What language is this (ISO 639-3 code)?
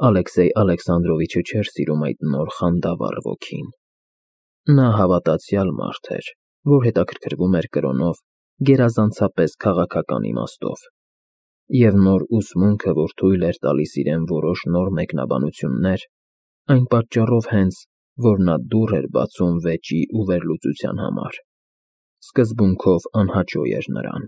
hye